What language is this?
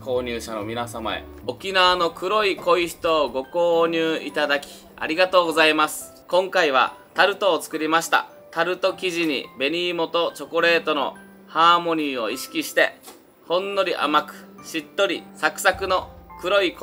Japanese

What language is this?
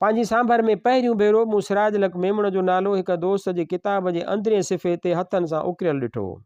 Sindhi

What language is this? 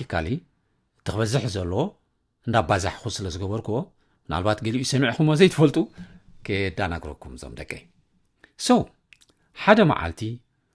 Tigrinya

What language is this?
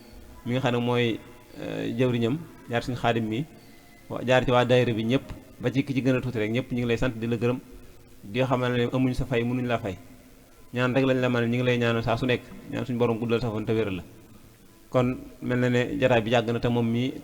Wolof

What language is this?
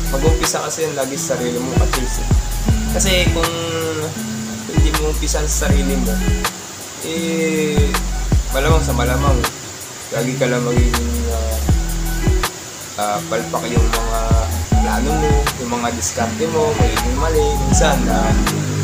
Filipino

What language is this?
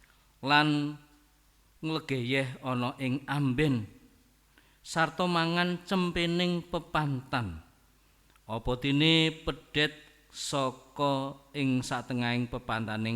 Javanese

